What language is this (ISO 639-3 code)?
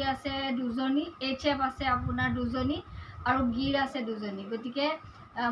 asm